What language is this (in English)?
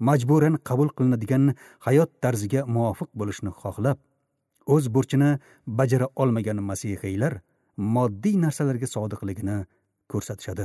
Uzbek